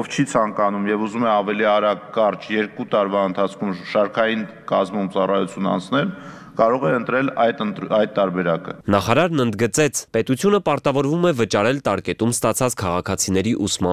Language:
Armenian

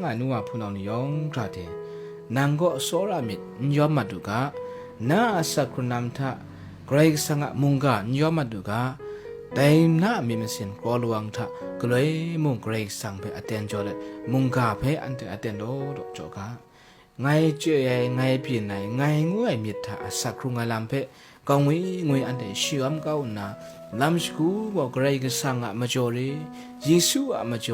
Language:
Kachin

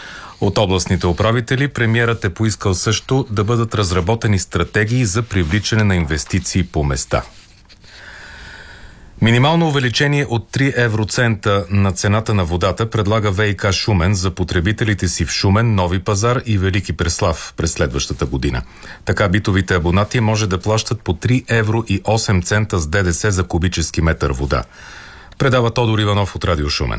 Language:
Bulgarian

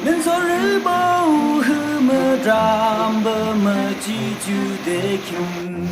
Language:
Yimchungru Naga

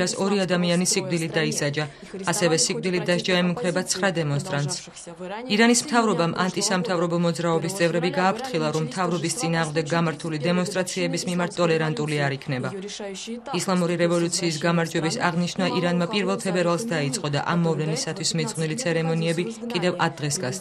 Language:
Georgian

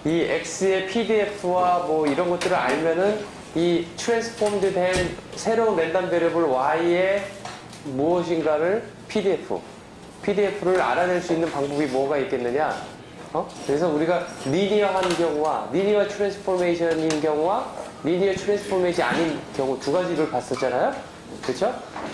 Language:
Korean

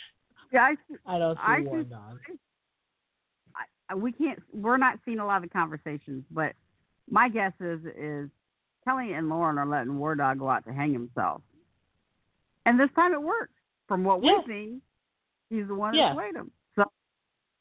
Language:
English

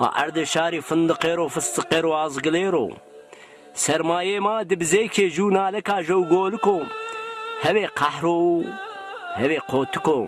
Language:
Zaza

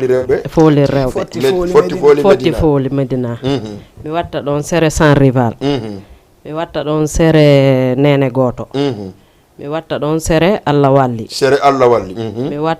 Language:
Fula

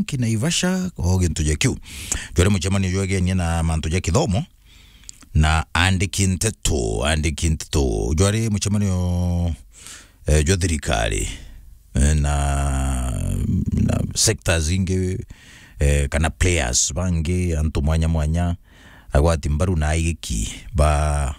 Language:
Meru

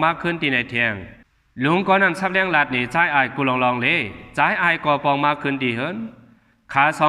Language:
Shan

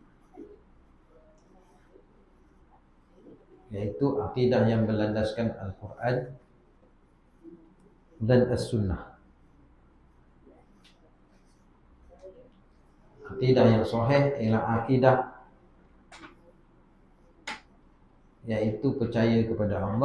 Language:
Malay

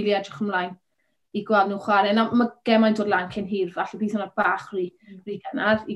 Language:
Welsh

